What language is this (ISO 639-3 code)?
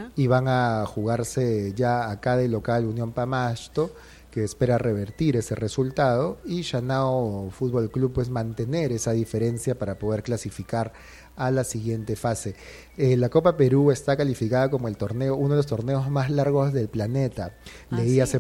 spa